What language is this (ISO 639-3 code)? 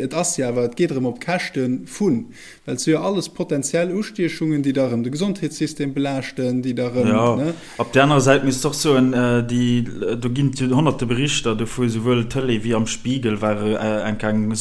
ltz